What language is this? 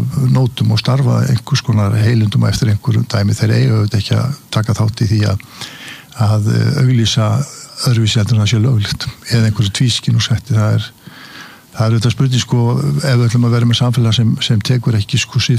Icelandic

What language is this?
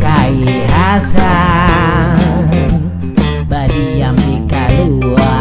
Banjar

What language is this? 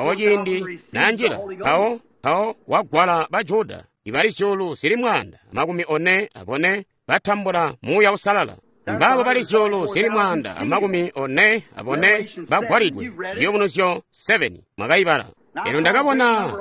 Tonga (Zambia)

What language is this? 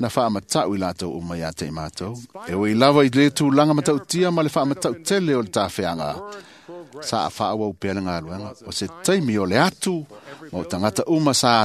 Samoan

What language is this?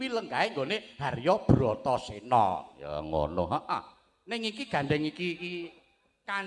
Javanese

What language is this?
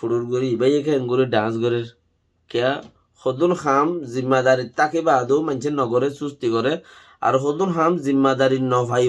Rohingya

